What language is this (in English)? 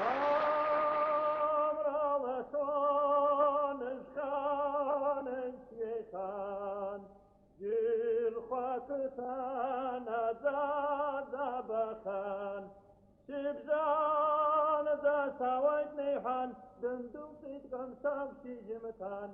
Abkhazian